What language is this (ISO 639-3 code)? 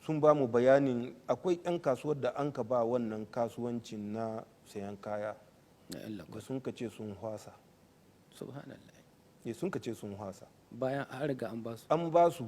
hau